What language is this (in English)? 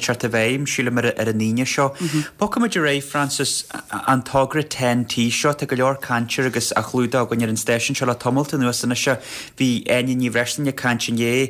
Irish